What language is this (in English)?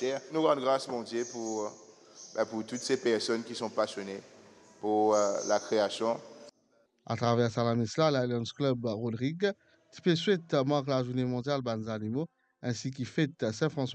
Morisyen